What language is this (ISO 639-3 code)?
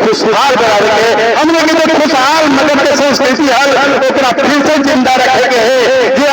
mag